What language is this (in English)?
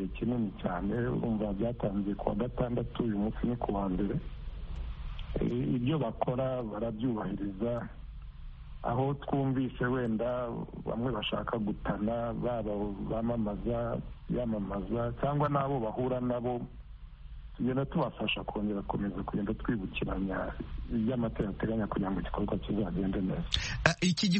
Kinyarwanda